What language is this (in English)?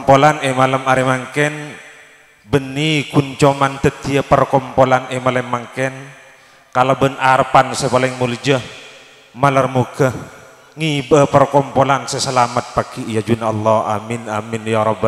Madurese